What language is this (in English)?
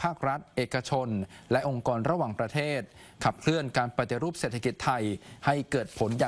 Thai